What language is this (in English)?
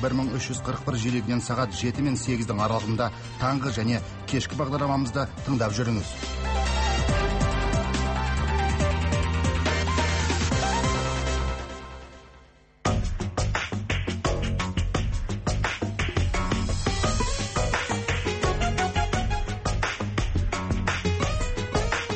Kazakh